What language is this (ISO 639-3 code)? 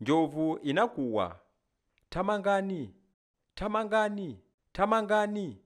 nya